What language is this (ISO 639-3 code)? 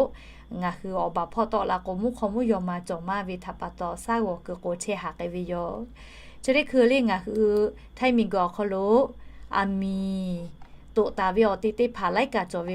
lhu